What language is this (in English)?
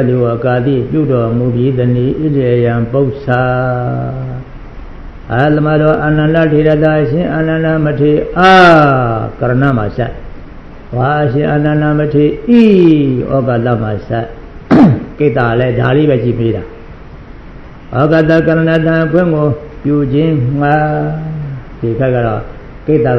Burmese